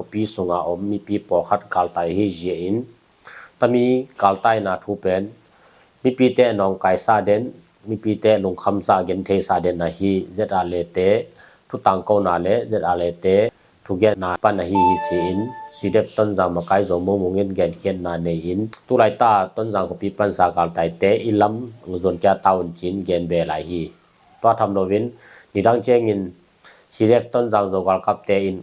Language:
Tedim Chin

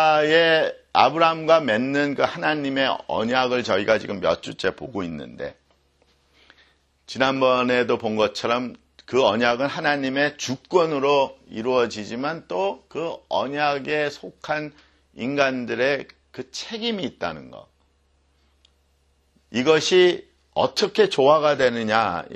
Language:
Korean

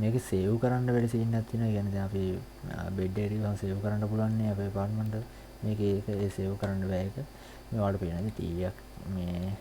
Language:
Sinhala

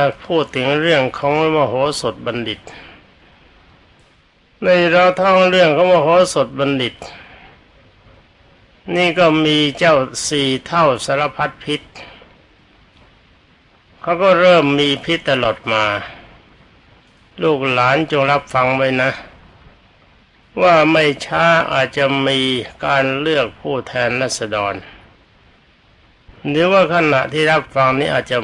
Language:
Thai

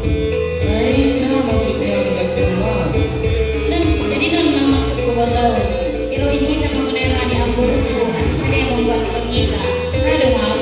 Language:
Batak Simalungun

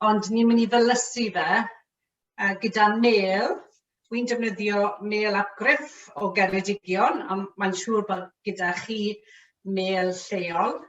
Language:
Welsh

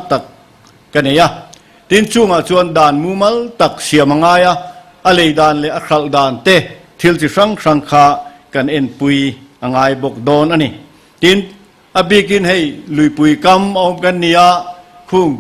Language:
Mizo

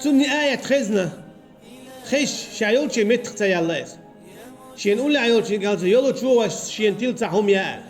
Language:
Chechen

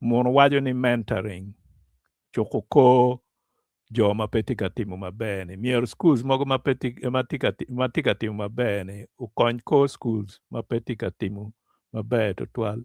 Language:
Acoli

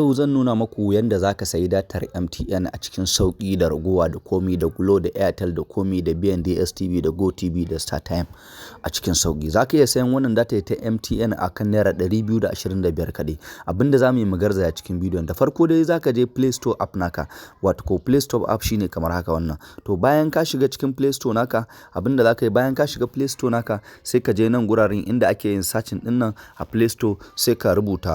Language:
Hausa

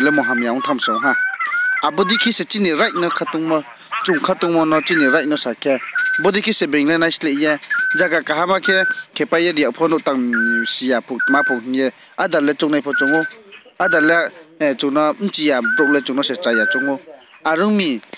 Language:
Riang (India)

